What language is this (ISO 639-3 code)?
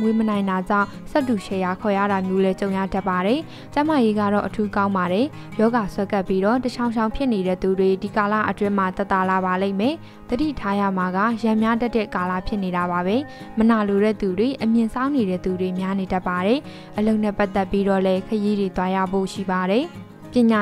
mya